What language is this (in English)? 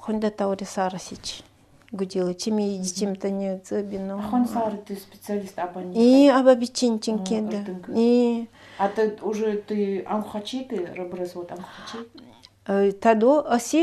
Nanai